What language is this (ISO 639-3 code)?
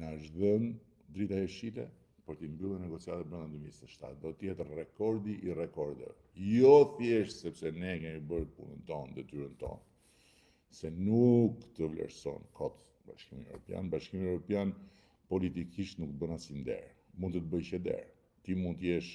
sqi